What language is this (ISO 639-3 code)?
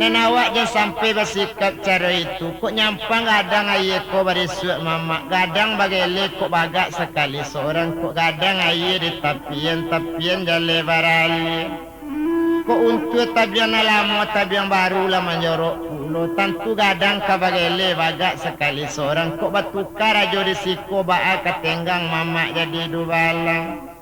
min